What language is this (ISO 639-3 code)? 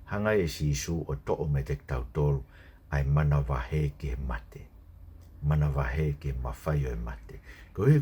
ton